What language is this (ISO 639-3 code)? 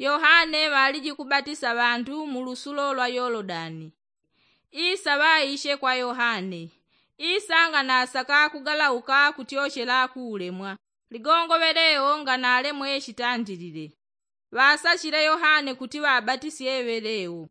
yao